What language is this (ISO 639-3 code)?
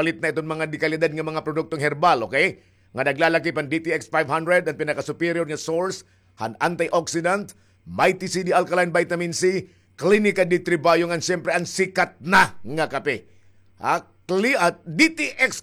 war